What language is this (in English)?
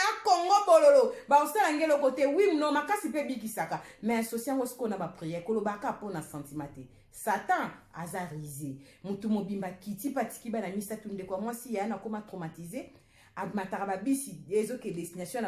Lingala